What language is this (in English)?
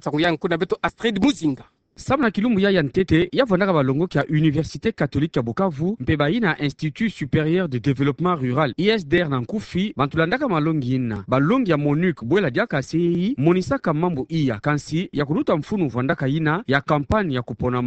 Kituba (Democratic Republic of Congo)